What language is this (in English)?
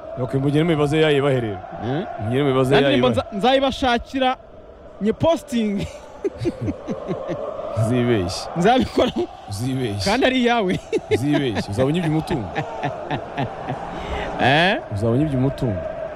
Kinyarwanda